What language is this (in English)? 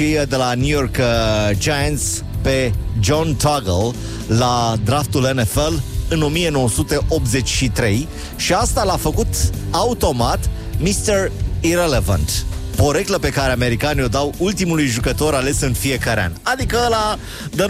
Romanian